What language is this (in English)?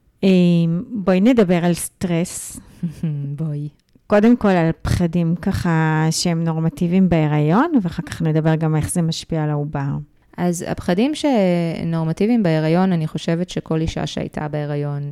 Hebrew